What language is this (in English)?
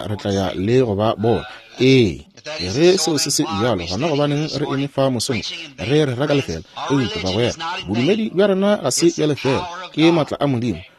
Northern Sotho